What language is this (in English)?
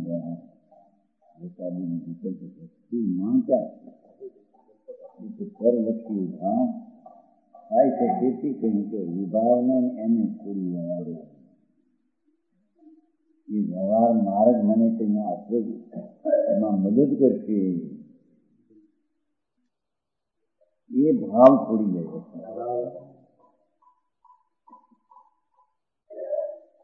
Gujarati